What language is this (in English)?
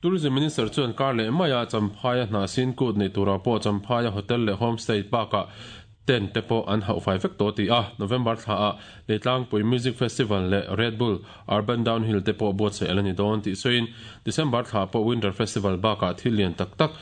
Mizo